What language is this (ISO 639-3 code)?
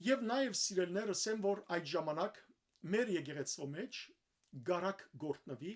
hyw